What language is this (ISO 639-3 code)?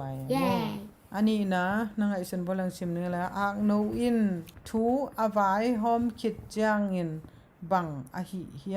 ctd